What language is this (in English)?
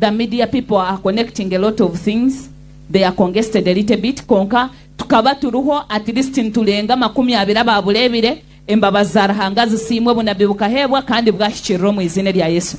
Nyankole